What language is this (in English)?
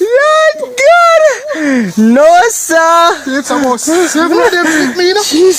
Jamaican Creole English